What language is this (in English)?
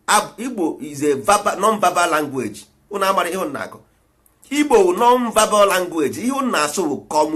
Igbo